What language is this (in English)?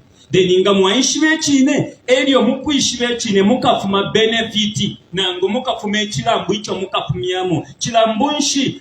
Bemba